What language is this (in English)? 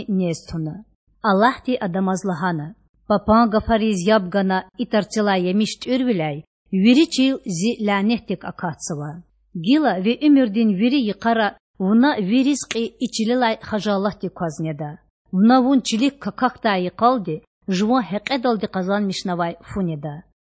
Lezghian